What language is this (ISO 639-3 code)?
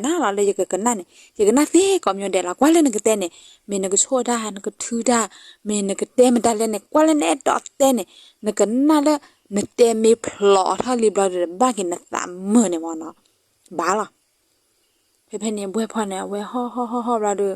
ksw